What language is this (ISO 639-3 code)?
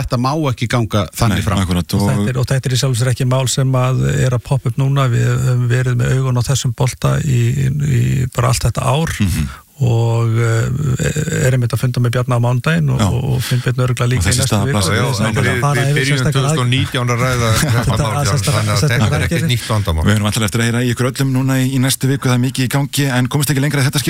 isl